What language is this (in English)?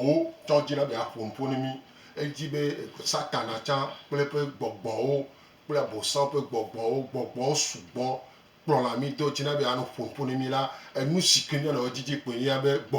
Gen